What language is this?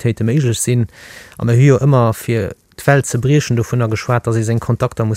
Luxembourgish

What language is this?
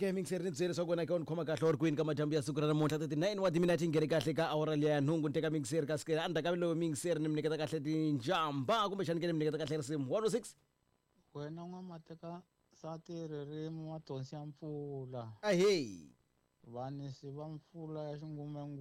Tsonga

